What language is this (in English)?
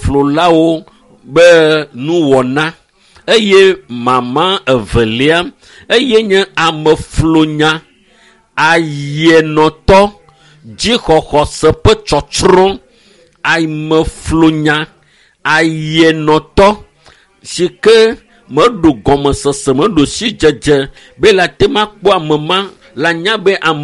Ewe